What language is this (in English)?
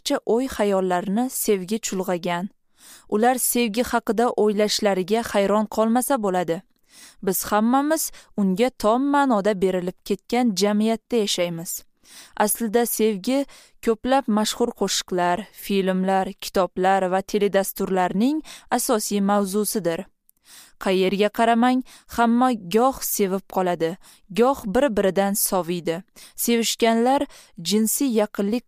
Uzbek